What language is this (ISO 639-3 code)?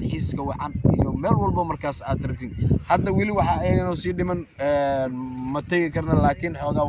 som